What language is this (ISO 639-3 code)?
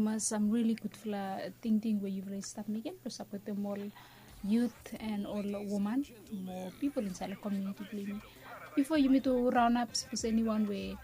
bis